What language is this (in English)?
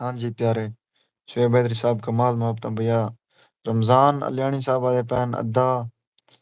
Saraiki